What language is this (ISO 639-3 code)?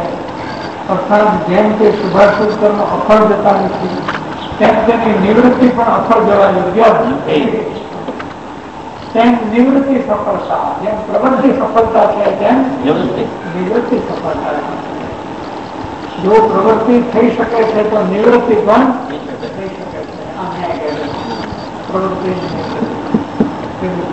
guj